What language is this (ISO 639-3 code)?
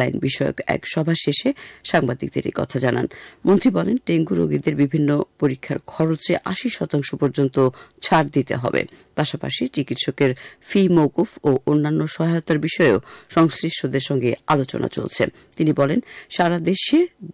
ben